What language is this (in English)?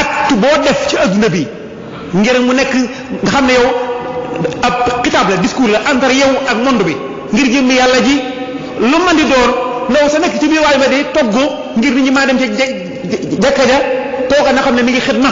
Wolof